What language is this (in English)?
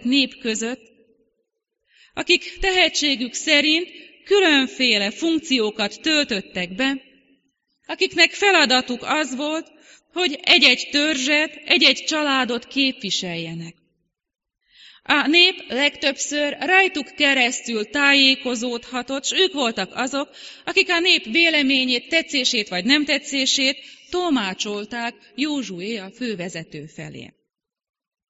Hungarian